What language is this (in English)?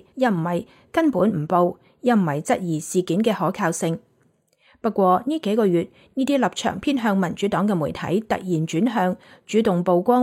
Cantonese